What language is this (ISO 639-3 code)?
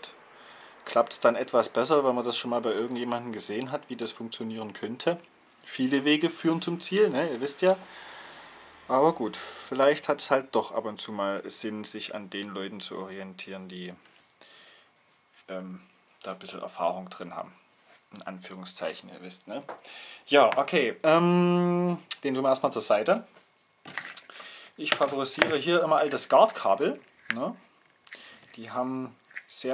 deu